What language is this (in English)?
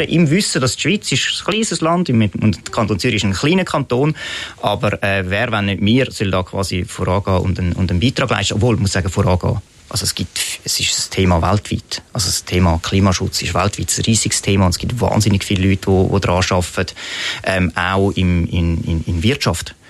Swiss German